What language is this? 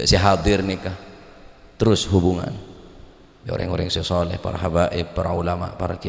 Madurese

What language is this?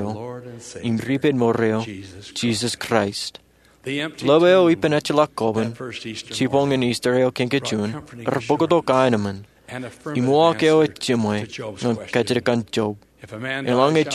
Marshallese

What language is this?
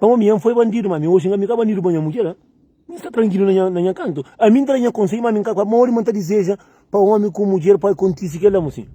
Kabuverdianu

